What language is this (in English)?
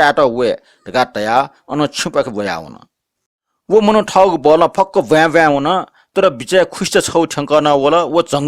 Newari